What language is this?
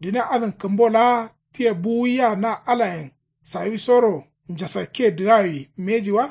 Kanuri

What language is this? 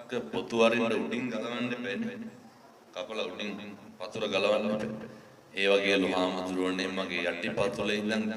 Sinhala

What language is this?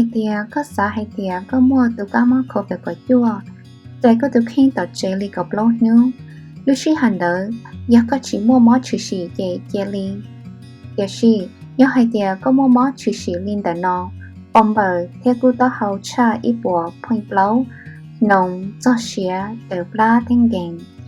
Hmong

